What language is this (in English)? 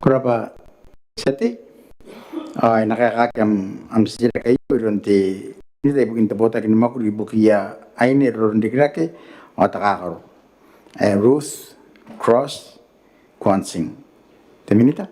Gilbertese